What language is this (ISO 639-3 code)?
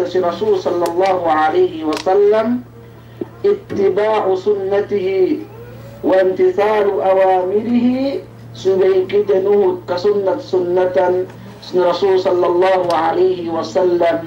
yka